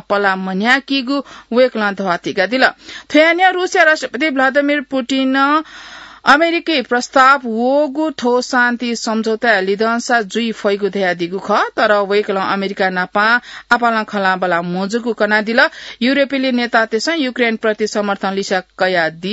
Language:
Newari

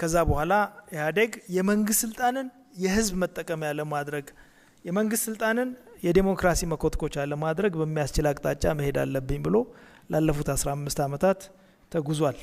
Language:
Amharic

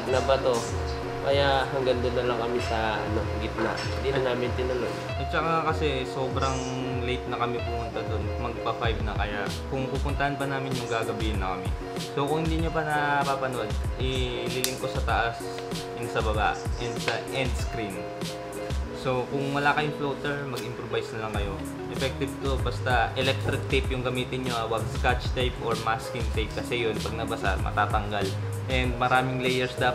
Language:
Filipino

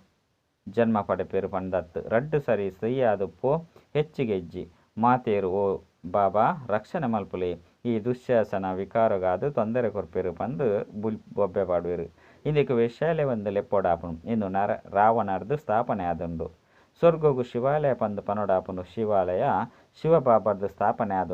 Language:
Tulu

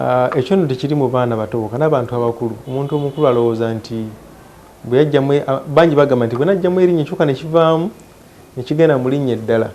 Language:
Ganda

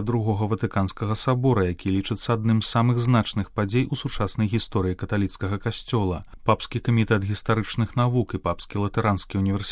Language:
Belarusian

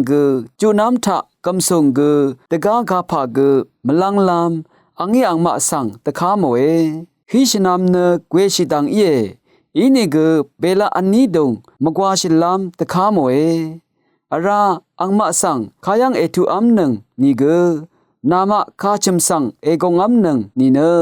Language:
Rawang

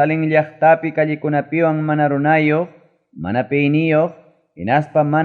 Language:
Ayacucho Quechua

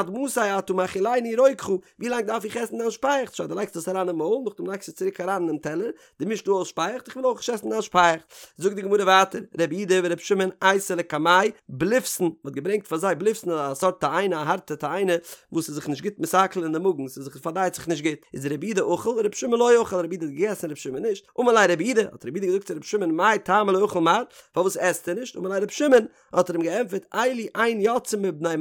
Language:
Yiddish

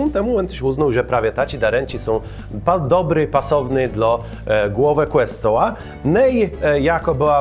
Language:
Kashubian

